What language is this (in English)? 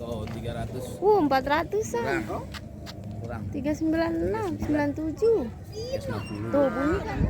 Betawi